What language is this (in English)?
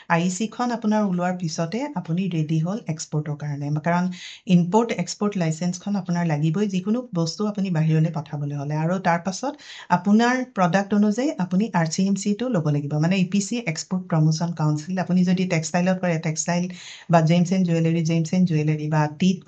Assamese